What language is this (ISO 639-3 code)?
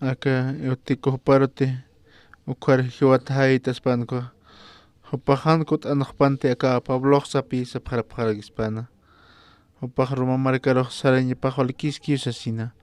aym